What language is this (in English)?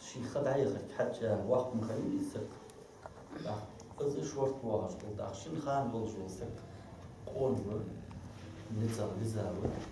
Ingush